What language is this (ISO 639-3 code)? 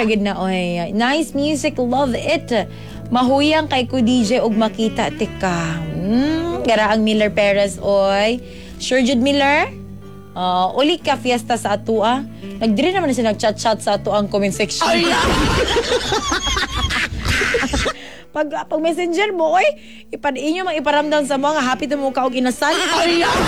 ceb